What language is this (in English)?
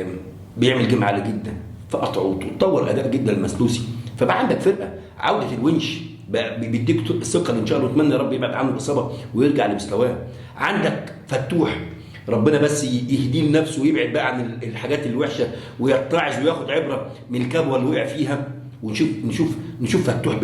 Egyptian Arabic